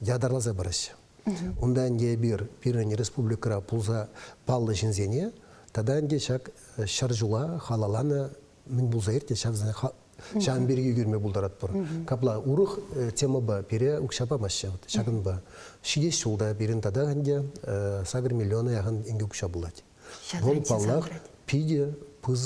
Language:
Chuvash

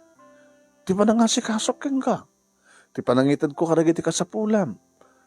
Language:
Iloko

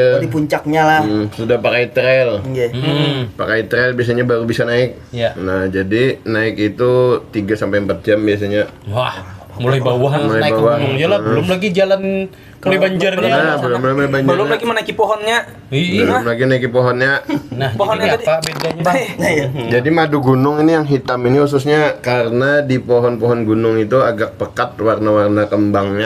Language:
Banjar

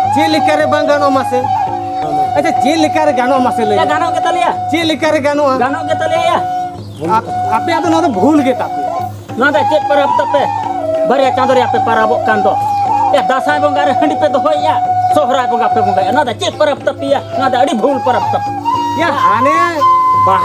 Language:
Santali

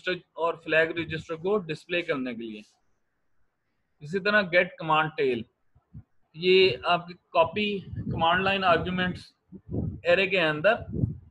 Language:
Hindi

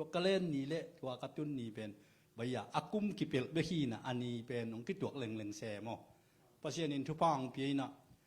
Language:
Tedim Chin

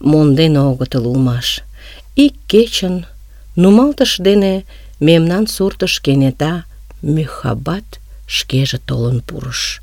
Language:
Mari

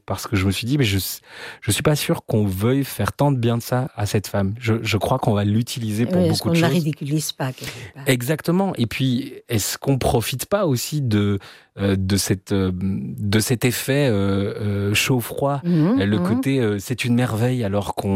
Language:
French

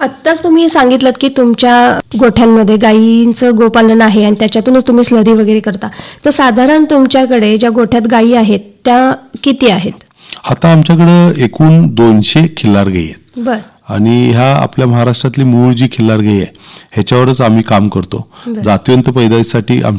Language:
Marathi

